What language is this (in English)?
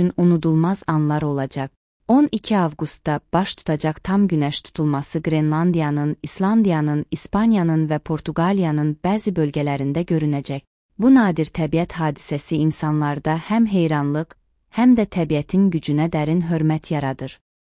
Azerbaijani